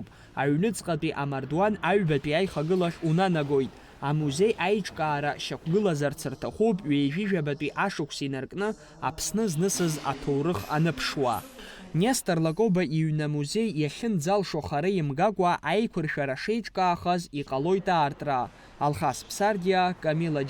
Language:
Abkhazian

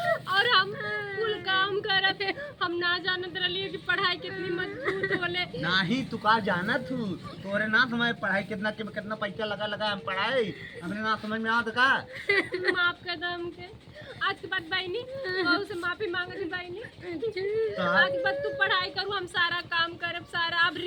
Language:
Awadhi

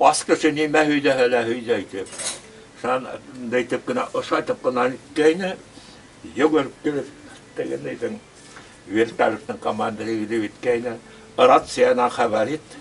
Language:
Bashkir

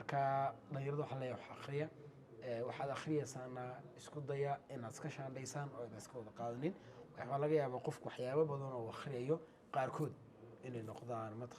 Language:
Somali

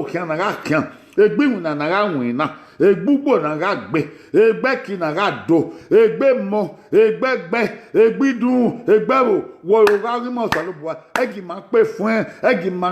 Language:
Bini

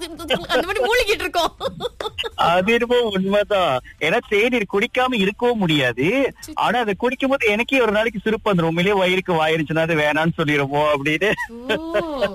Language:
Tamil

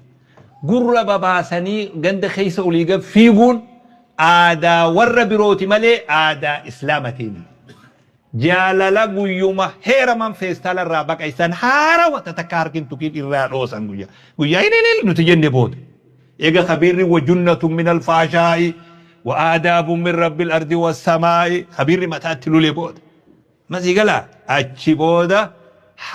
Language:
Oromo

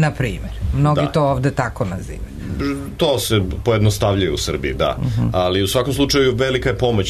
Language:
Serbian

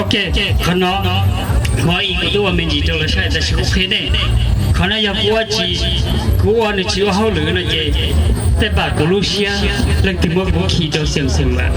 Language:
Hmong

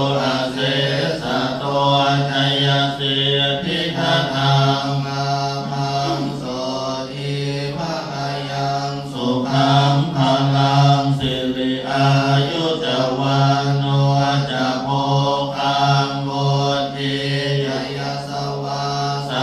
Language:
Pali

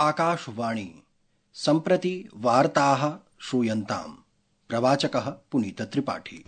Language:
Sanskrit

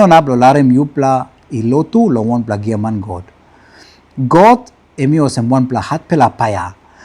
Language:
Tok Pisin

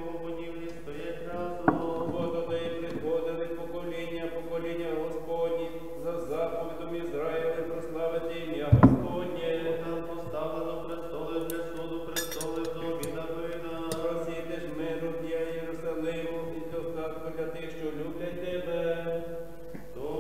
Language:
Ukrainian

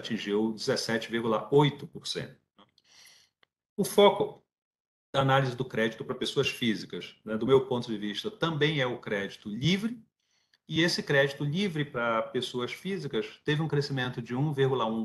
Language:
Portuguese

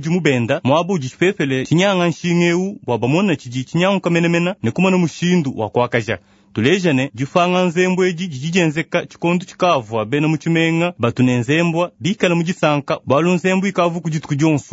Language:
Luba-Lulua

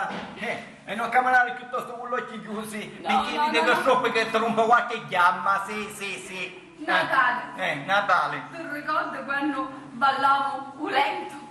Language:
Sicilian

